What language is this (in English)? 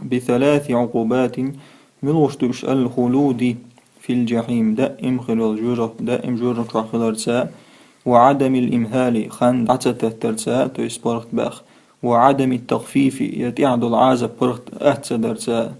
Chechen